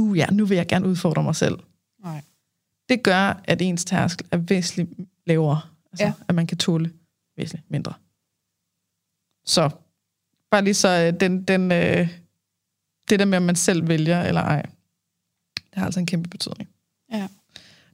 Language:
Danish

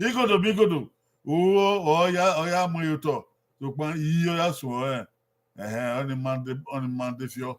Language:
Bini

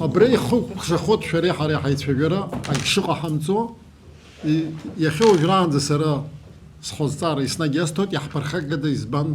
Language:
Abkhazian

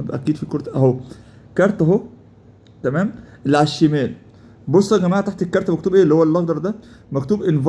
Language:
Egyptian Arabic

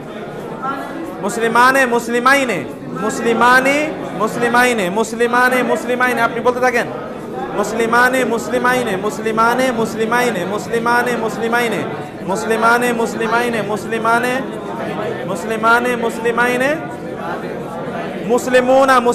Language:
Bangla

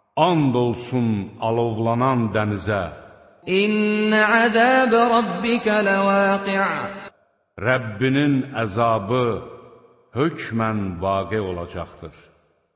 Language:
Azerbaijani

